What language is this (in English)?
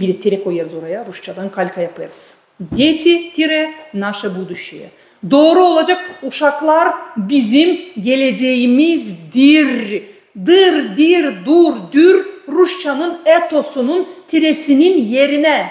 Gagauz